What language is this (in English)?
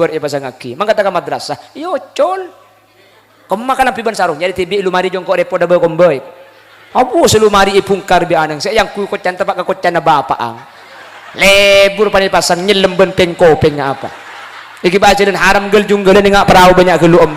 Madurese